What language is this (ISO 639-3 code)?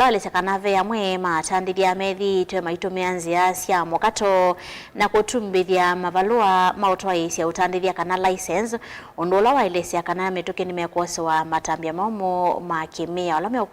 kam